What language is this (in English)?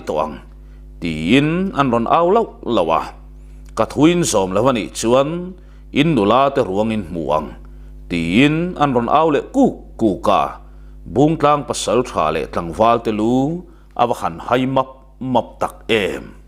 Mizo